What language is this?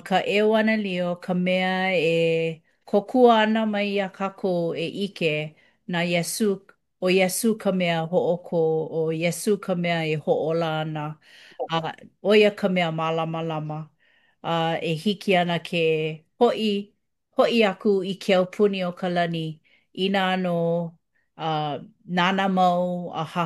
Hawaiian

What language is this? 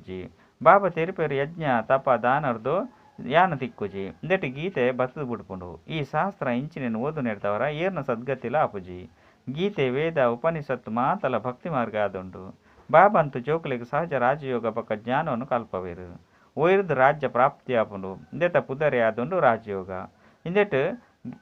Tulu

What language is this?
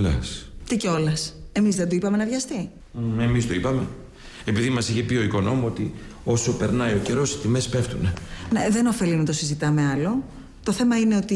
Greek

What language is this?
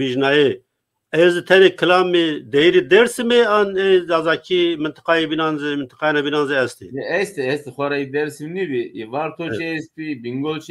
Zaza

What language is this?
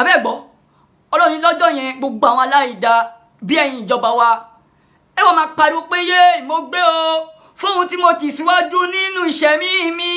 Yoruba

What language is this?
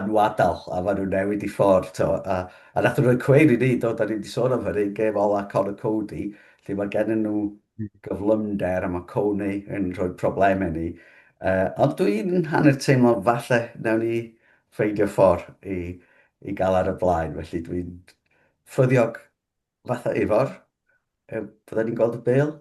Welsh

